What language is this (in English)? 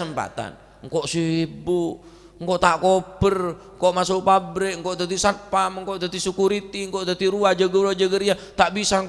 Madurese